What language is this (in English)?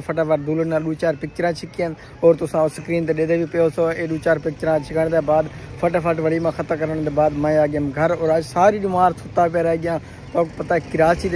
Saraiki